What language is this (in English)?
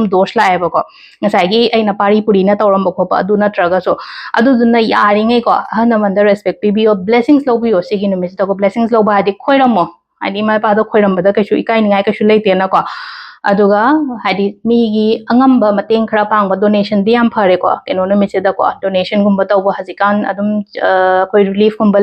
Manipuri